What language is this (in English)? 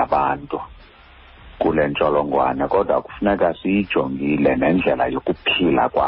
Xhosa